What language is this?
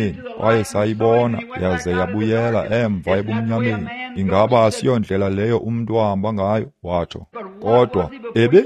Xhosa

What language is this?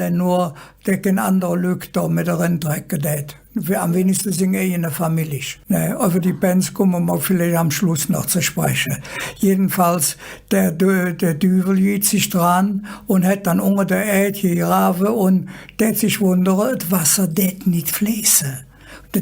Colognian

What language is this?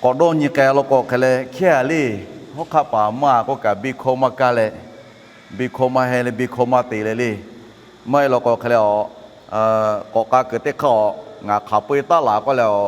Lahu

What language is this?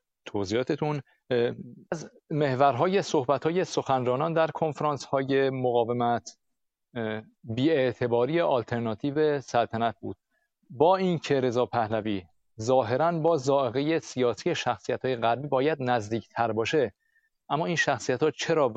Persian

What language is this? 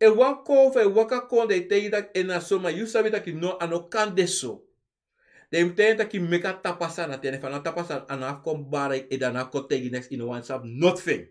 Sranan Tongo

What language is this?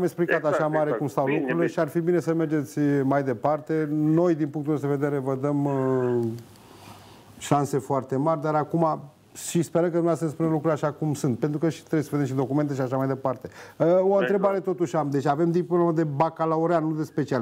Romanian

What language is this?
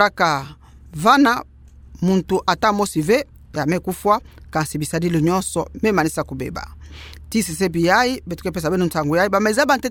Kituba (Democratic Republic of Congo)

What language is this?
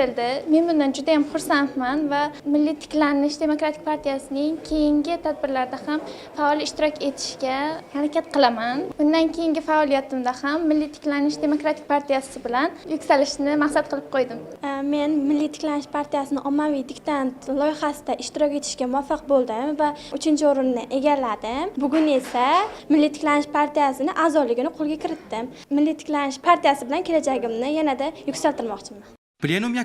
Uzbek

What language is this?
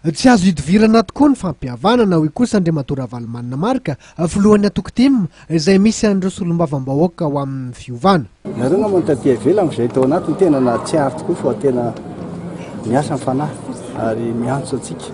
Malagasy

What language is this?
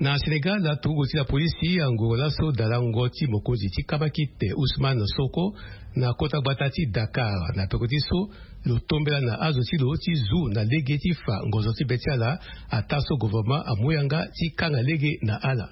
Sango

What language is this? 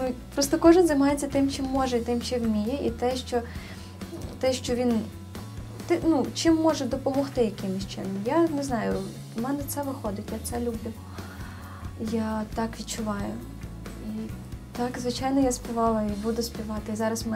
Ukrainian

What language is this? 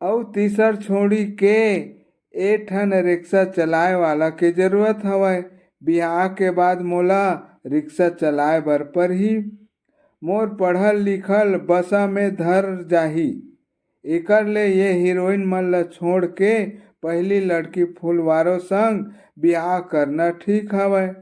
Chhattisgarhi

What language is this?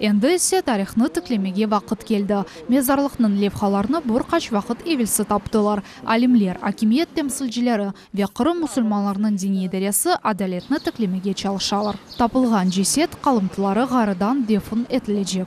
Crimean Tatar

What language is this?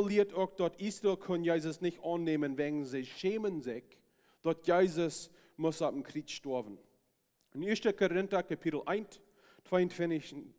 Plautdietsch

